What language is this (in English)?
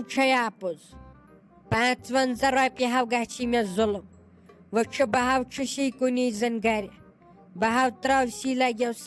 Kashmiri